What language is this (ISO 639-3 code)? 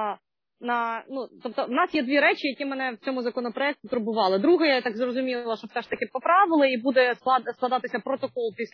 ukr